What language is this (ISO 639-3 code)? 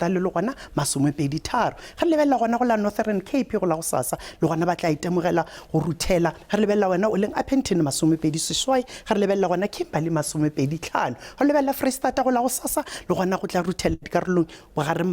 nso